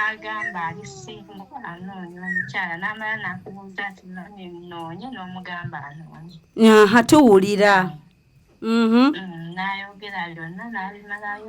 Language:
Ganda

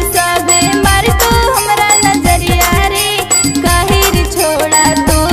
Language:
Bhojpuri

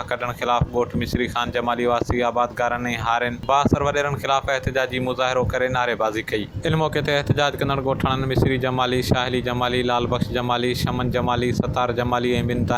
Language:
Sindhi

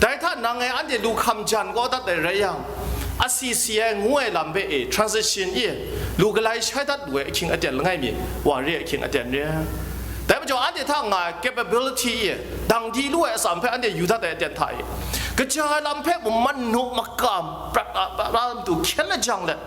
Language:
Kachin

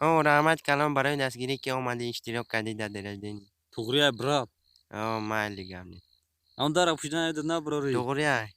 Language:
Tajik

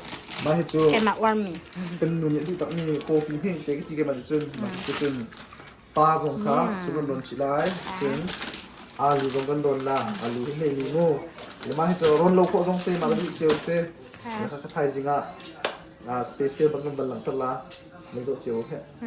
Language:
Hakha Chin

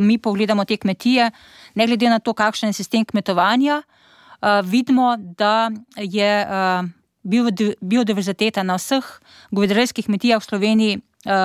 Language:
Slovenian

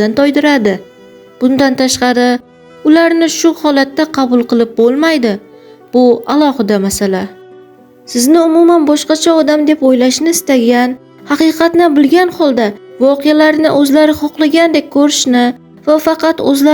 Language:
Uzbek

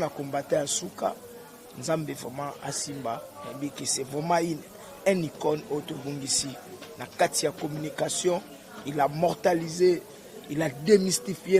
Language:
Lingala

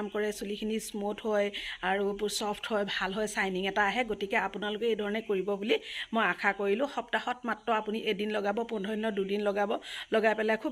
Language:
Assamese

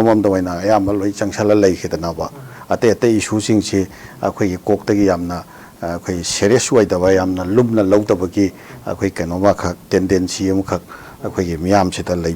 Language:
Manipuri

